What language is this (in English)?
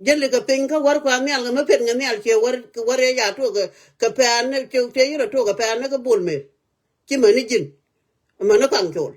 Nuer